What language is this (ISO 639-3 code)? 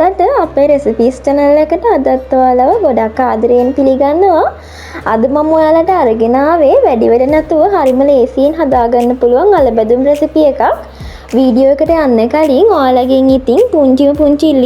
sin